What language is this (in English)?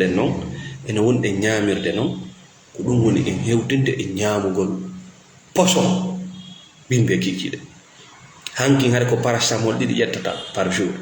Fula